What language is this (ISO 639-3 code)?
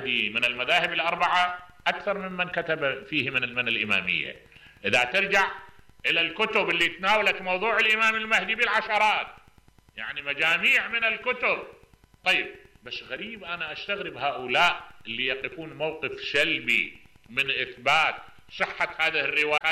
acm